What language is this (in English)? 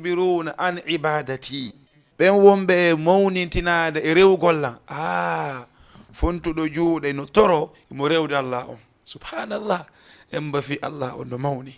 Fula